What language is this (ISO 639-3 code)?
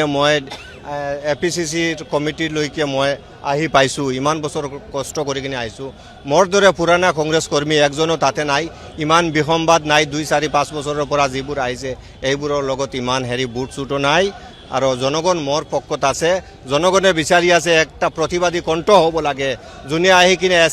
asm